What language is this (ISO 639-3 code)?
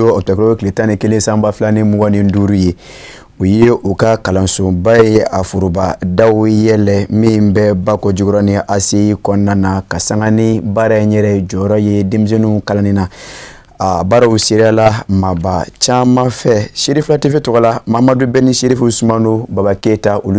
bam